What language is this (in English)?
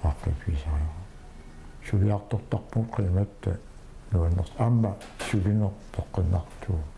Kalaallisut